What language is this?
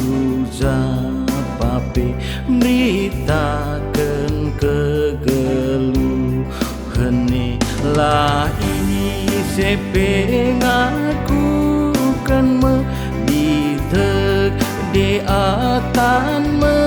Batak Karo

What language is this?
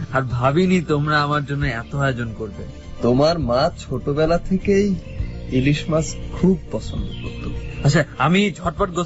Bangla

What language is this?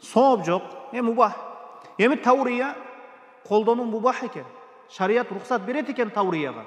Kyrgyz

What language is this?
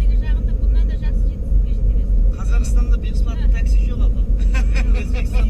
Kara-Kalpak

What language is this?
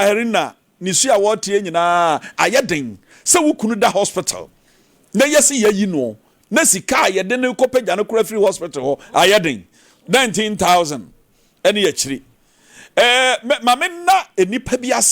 Akan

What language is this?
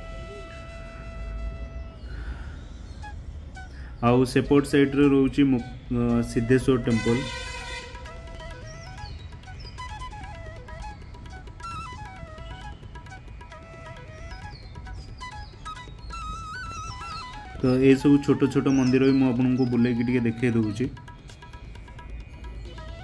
Odia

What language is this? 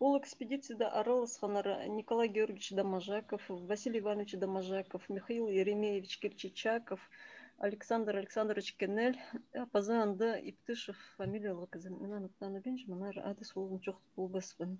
Khakas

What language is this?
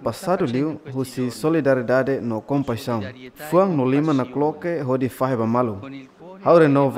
Tetum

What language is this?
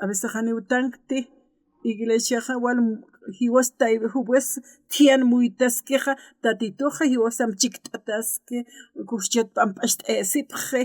Aymara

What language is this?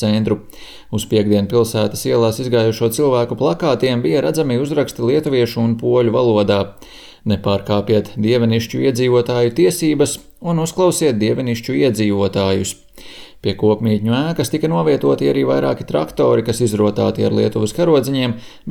Latvian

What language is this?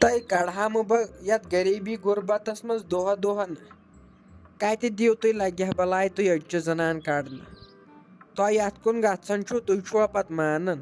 Kashmiri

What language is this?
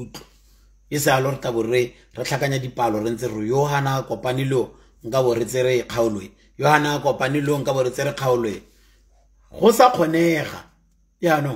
Tswana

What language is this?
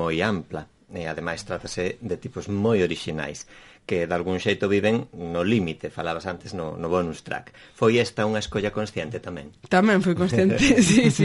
Galician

